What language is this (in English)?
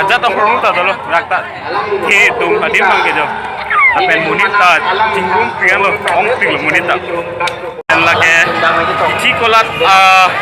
Karbi